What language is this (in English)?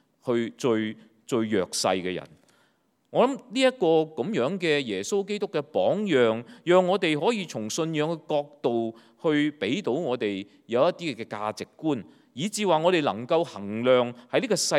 Cantonese